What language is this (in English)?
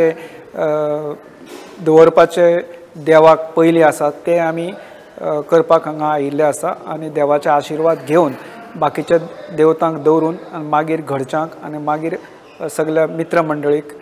Konkani